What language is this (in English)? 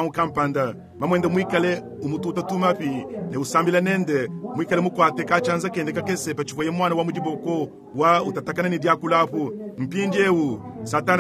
Luba-Lulua